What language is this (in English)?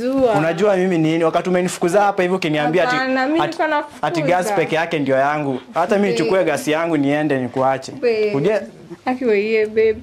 Swahili